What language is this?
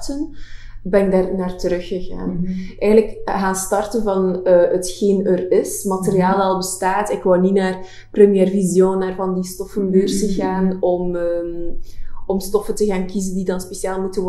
Dutch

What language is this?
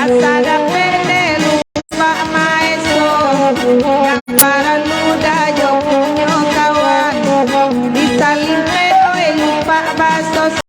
Minangkabau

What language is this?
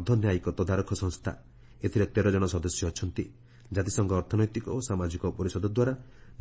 Odia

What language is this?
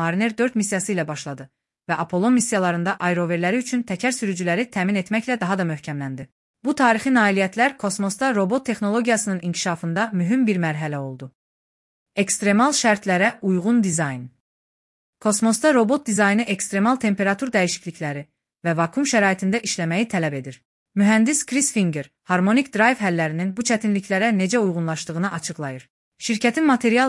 Azerbaijani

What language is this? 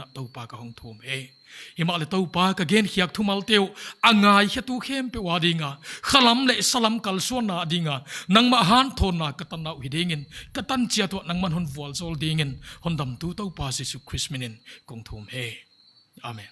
Paite Chin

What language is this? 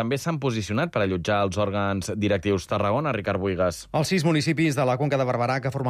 Catalan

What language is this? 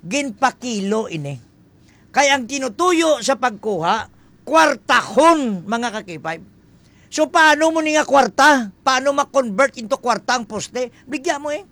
Hiligaynon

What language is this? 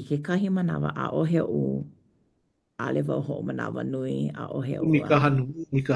Hawaiian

